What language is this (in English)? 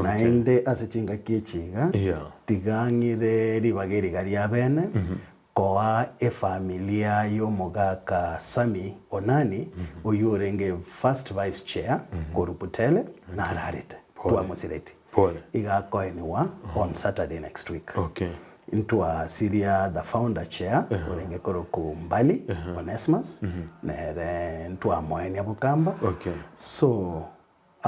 Gusii